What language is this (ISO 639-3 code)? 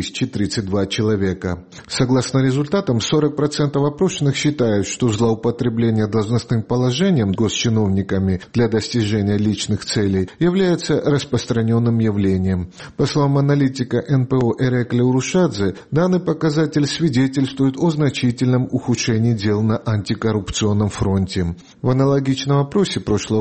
rus